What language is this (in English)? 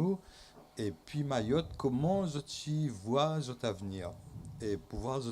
Réunion Creole French